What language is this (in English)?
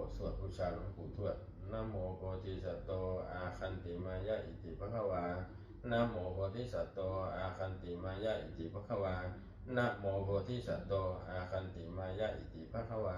Pali